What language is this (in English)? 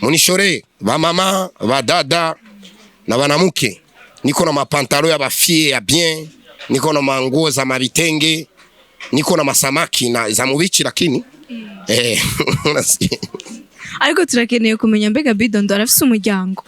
Rundi